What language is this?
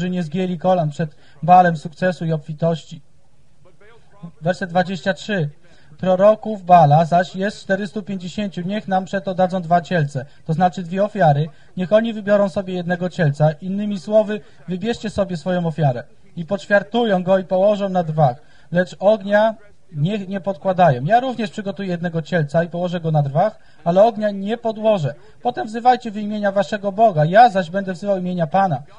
Polish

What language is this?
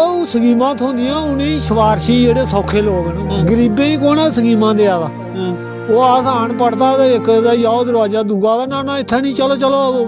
Dogri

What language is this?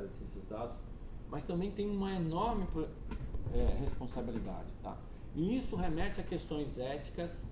Portuguese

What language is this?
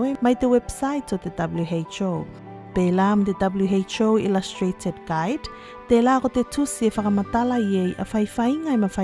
Tuvalu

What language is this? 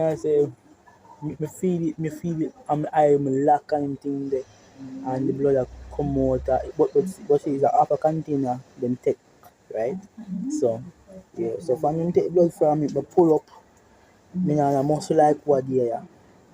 Jamaican Creole English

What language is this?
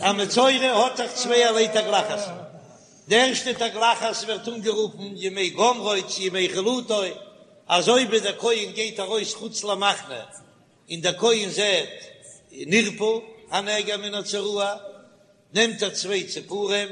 Yiddish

